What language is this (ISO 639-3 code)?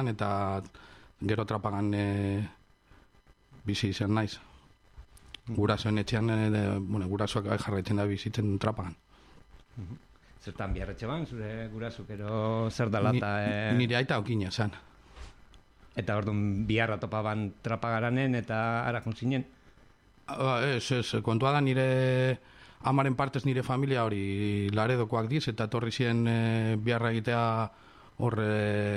eus